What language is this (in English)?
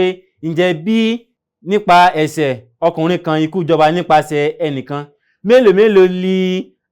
Yoruba